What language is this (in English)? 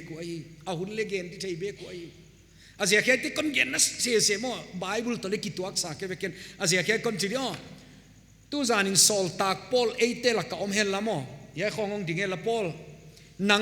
Paite Chin